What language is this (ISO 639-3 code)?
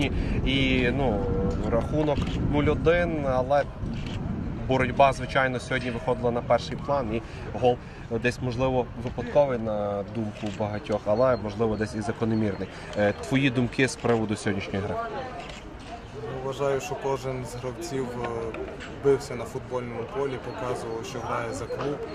ukr